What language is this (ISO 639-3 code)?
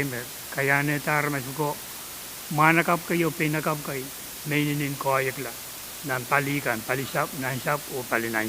pon